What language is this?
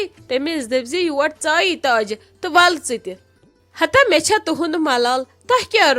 Kashmiri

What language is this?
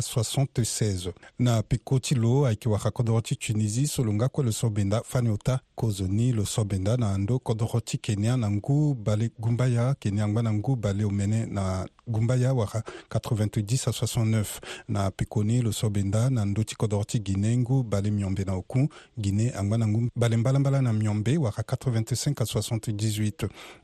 Sango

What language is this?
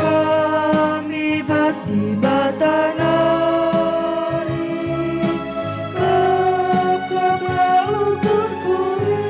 Batak Karo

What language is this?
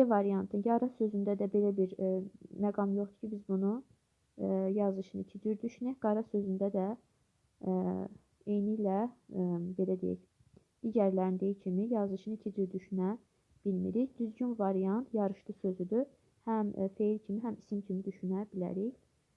Azerbaijani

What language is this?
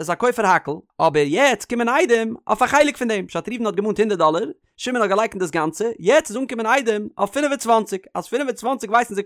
Yiddish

